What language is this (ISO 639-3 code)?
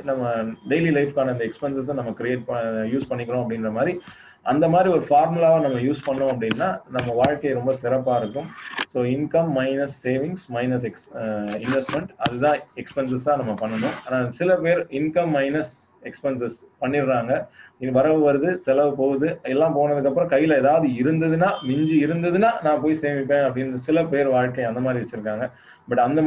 tam